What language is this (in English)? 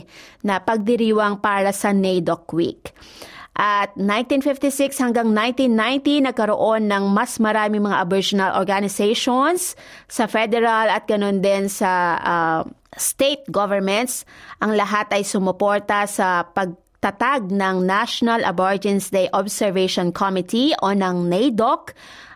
Filipino